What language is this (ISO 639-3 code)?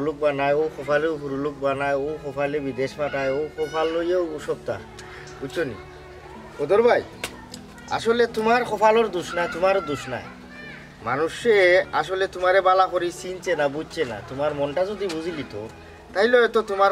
syl